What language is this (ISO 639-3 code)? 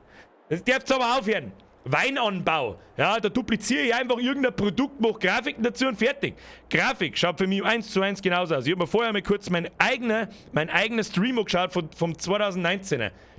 bar